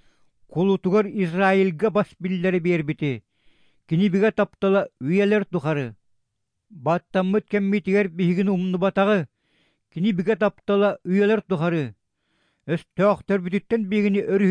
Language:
Kyrgyz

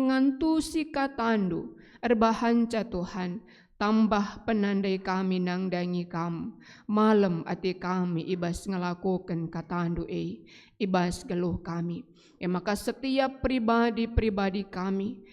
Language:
Batak Karo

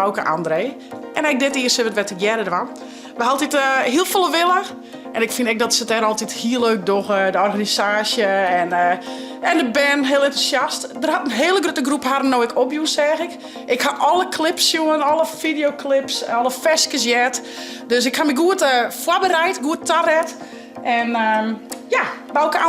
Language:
Western Frisian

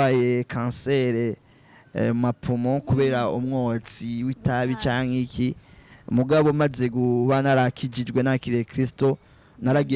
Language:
Rundi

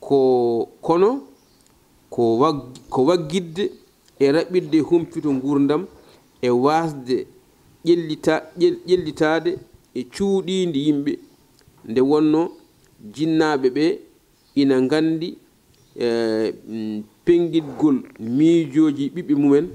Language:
Fula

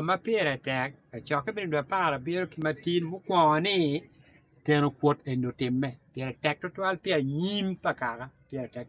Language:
Acoli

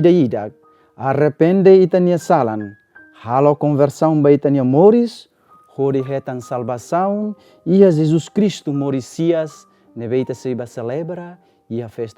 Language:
Tetum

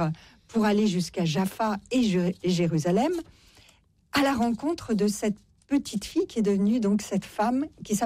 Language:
French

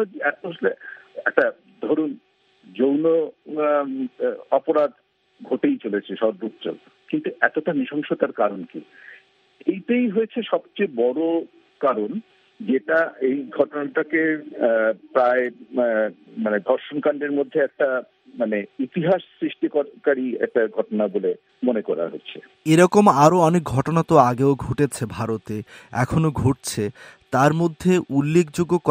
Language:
Bangla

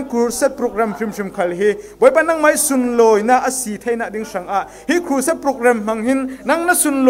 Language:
Falam Chin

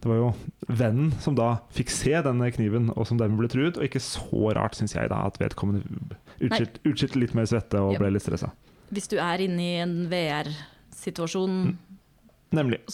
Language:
Norwegian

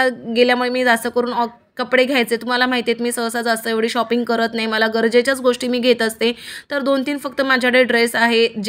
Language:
Marathi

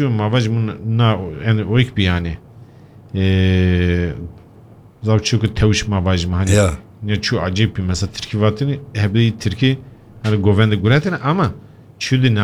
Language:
Turkish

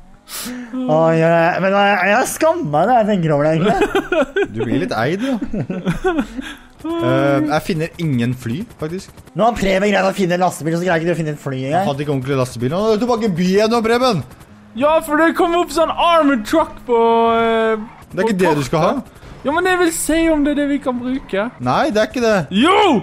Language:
Norwegian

